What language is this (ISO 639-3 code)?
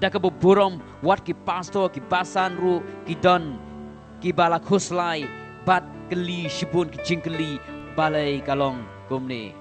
kha